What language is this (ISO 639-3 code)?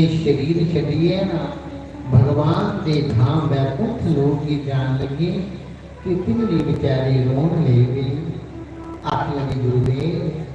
doi